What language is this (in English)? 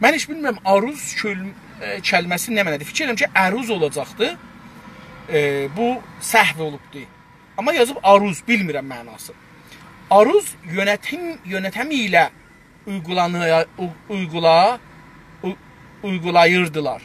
South Azerbaijani